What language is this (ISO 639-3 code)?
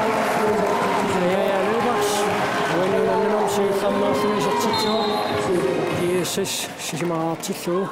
kal